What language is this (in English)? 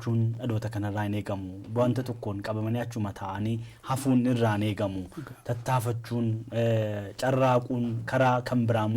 Oromo